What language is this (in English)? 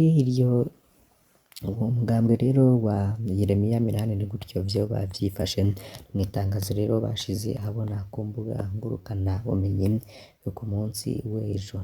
Rundi